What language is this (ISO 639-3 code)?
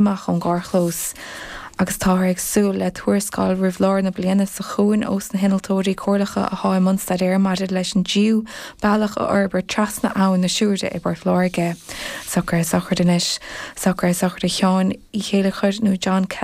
gle